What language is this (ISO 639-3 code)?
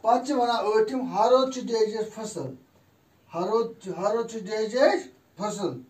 kas